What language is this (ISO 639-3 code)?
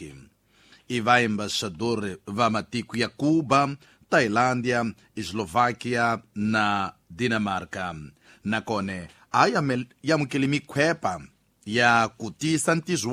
tso